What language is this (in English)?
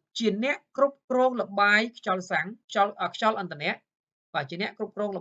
Khmer